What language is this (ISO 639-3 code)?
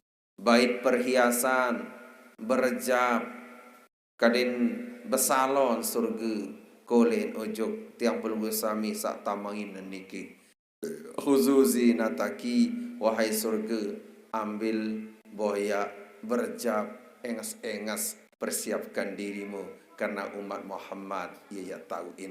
sas